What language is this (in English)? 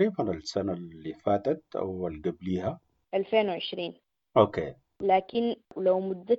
Sudanese Arabic